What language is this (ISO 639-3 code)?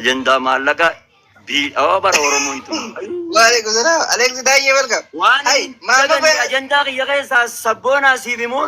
orm